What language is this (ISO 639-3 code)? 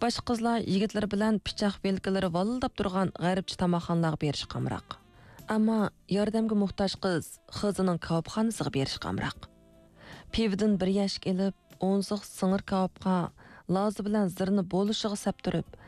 uig